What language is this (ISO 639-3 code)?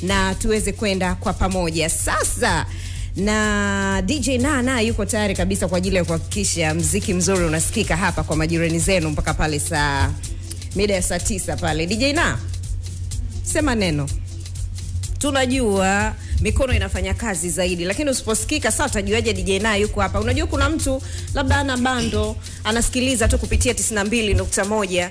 swa